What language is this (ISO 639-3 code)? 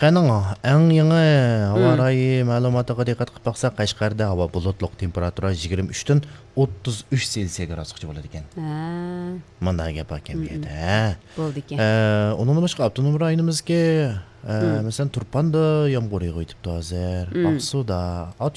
uig